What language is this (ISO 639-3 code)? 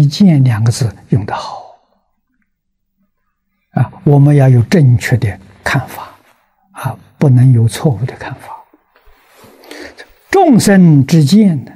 zho